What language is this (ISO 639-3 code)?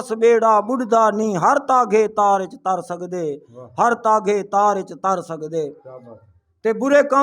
skr